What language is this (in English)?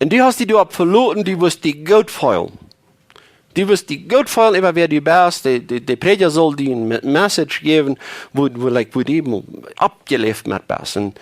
Plautdietsch